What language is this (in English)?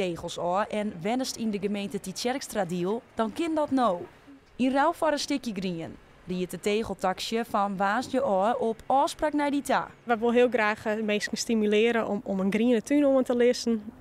Western Frisian